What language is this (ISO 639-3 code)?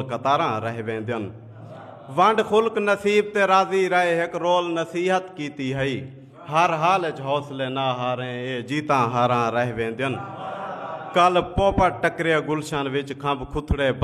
skr